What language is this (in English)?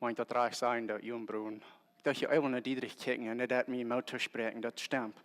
Plautdietsch